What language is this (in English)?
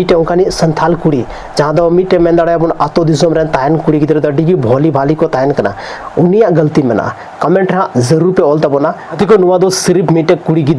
Santali